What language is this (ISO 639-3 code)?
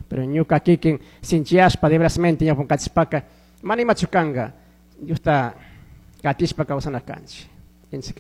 qug